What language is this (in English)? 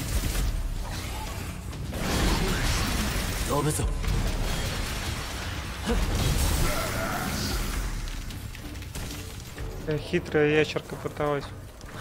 Russian